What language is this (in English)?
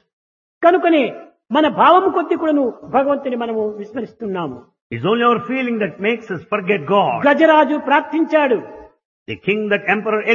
Telugu